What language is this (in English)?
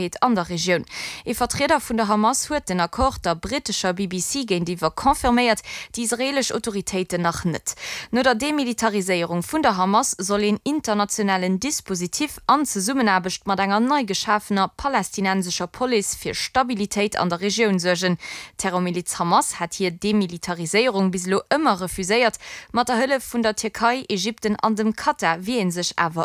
Luxembourgish